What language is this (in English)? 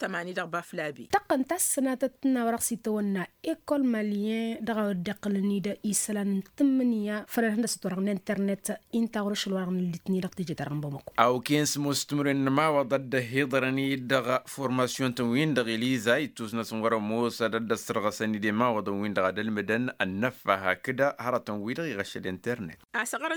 Tamasheq